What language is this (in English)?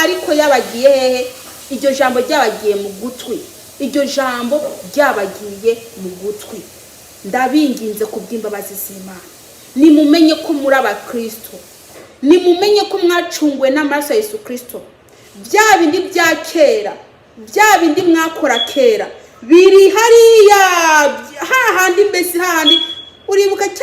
Kinyarwanda